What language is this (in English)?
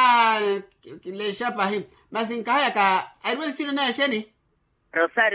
Makhuwa